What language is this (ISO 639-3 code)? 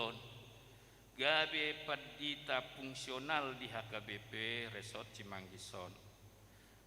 bbc